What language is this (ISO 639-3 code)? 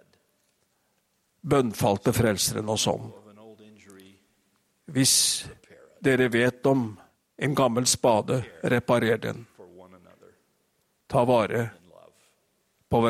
nor